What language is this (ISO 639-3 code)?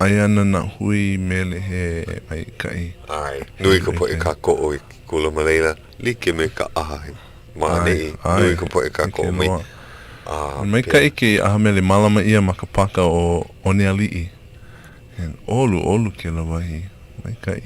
haw